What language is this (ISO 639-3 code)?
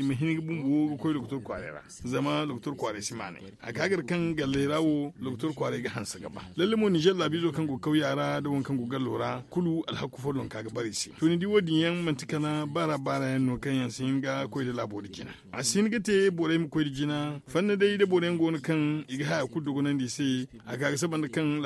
dje